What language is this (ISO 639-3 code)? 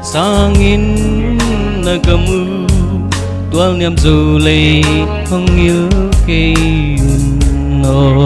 pck